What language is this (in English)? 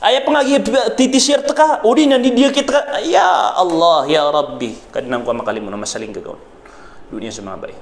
Maranao